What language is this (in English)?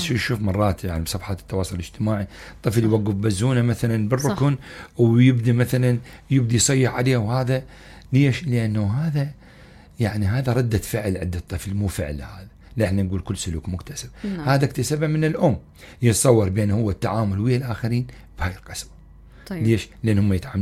Mesopotamian Arabic